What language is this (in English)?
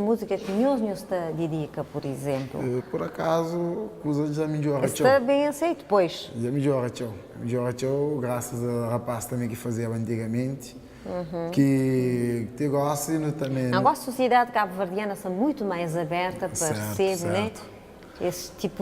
Kabuverdianu